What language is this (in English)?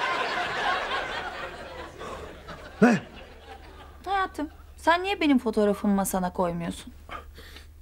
Turkish